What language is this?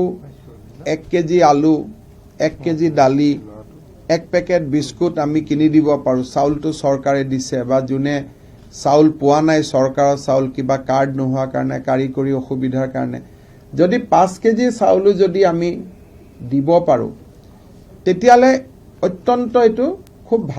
Assamese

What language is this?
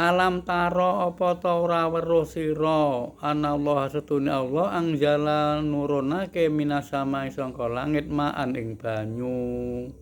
Javanese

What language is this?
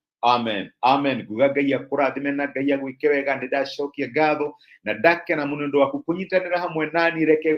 Kikuyu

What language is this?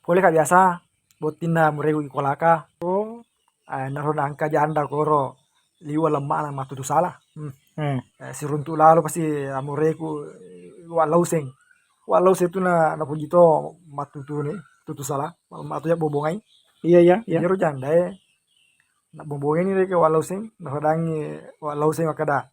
Buginese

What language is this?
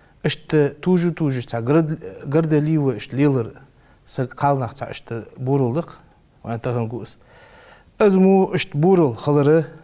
Ingush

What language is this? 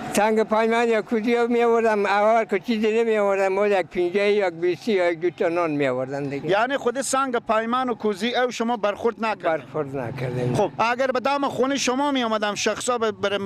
Persian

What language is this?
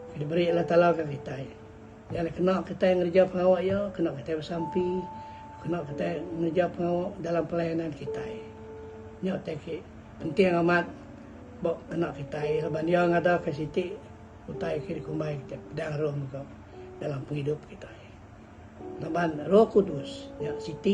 Iban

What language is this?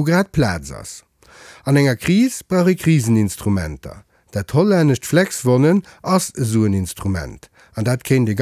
Luxembourgish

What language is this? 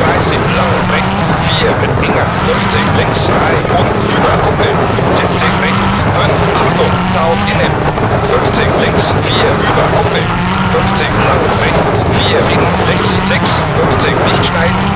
Bavarian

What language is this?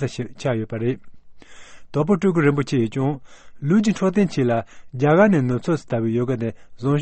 Tibetan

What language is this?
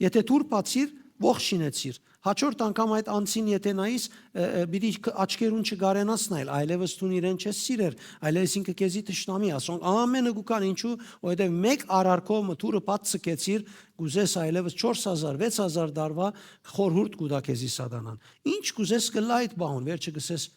Western Armenian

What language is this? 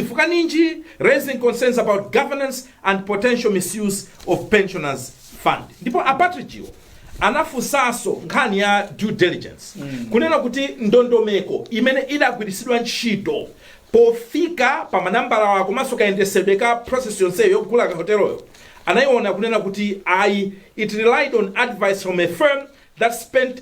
Nyanja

